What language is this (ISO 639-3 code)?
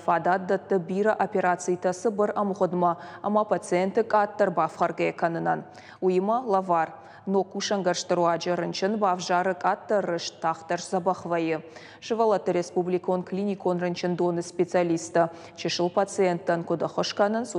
oss